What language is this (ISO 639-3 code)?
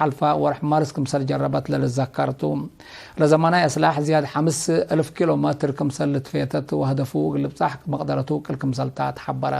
tig